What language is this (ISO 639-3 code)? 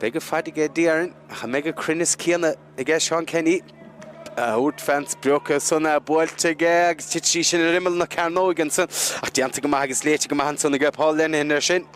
gle